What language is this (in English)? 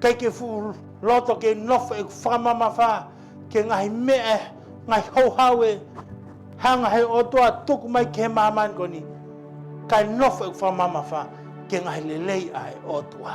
Tongan